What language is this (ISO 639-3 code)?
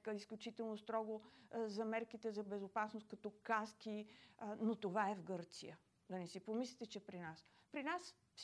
bul